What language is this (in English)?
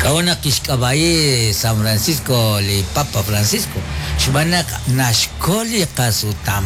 Kekchí